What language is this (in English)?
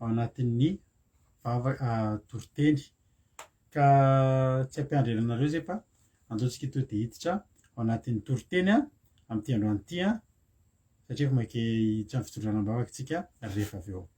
Malagasy